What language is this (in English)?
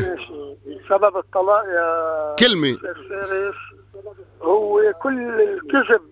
North Levantine Arabic